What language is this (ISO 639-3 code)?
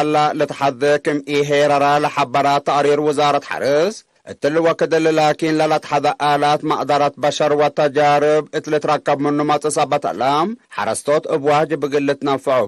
tig